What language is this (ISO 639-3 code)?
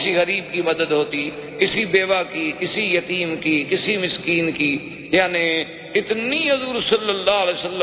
urd